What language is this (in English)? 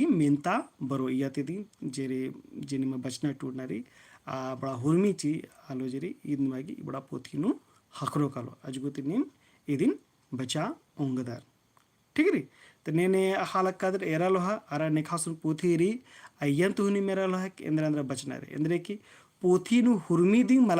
Kurukh